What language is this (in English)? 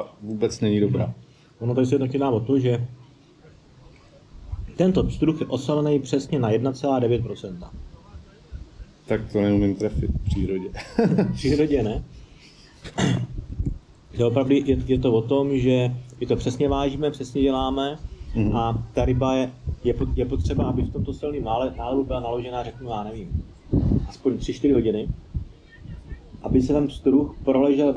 Czech